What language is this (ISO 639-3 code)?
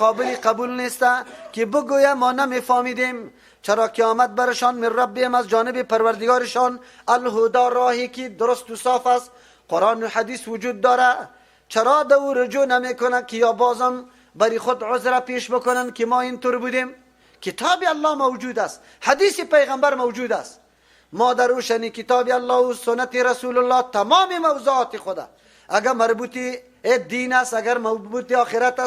fas